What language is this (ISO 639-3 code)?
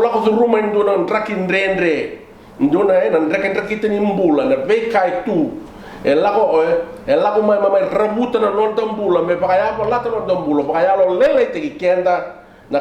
fij